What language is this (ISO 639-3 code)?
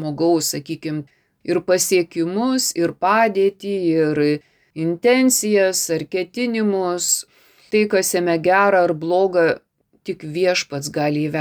lit